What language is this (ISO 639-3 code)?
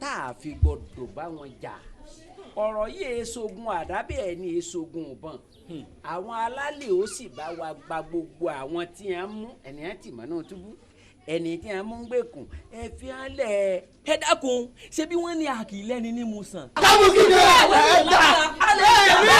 yor